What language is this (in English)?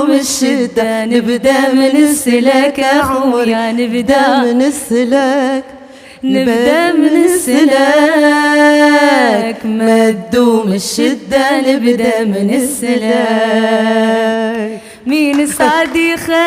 Algerian Arabic